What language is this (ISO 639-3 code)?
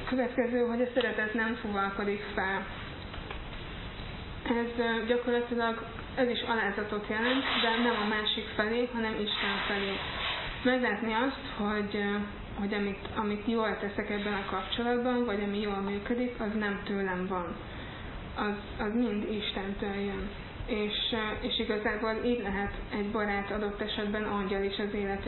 hun